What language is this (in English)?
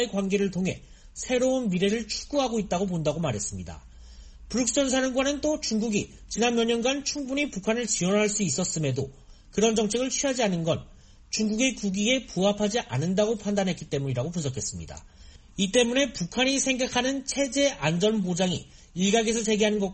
Korean